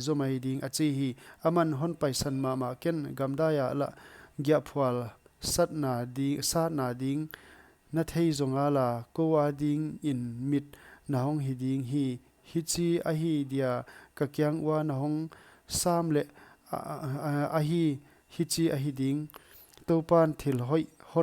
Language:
Paite Chin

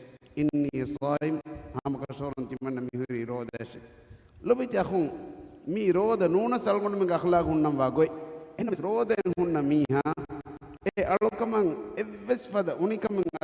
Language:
Divehi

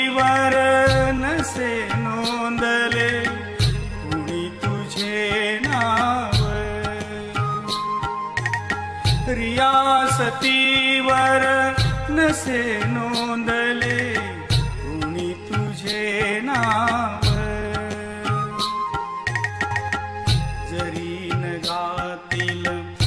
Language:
Marathi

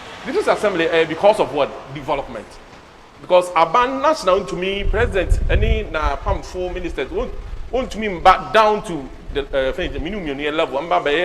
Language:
Akan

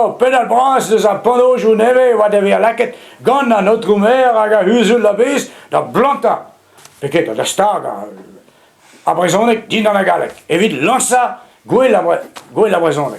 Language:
Breton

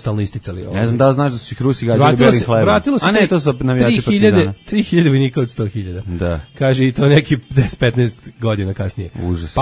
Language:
Serbian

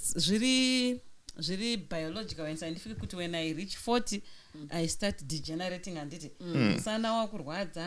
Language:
Shona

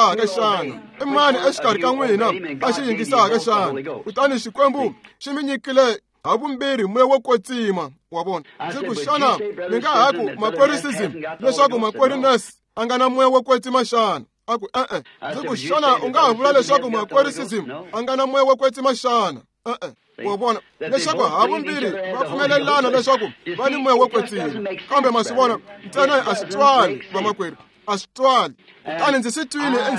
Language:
Tsonga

